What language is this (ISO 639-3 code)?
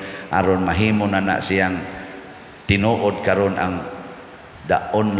ceb